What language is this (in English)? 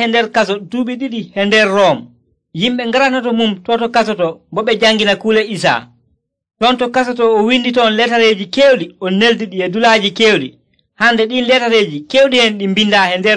Nigerian Fulfulde